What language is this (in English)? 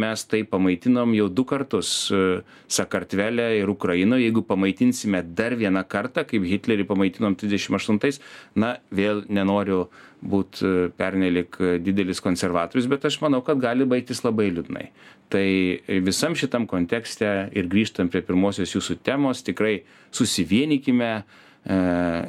Lithuanian